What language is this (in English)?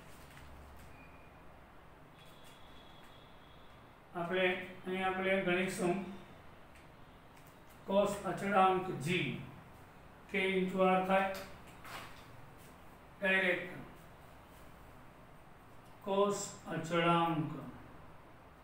Gujarati